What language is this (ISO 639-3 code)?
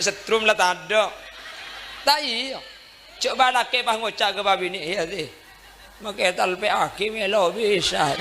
mad